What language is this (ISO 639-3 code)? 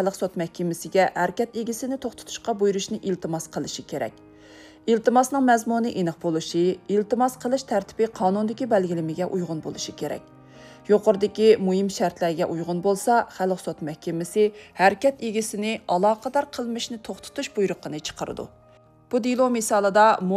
uig